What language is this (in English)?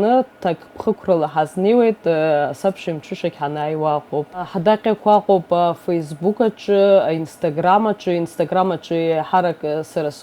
Abkhazian